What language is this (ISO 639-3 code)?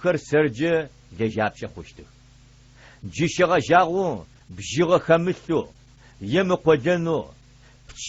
ady